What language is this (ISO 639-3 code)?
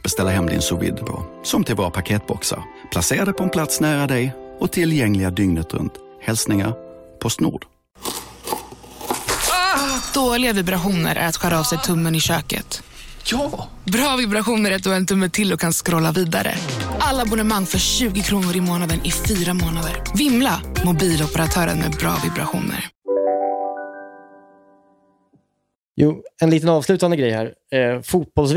swe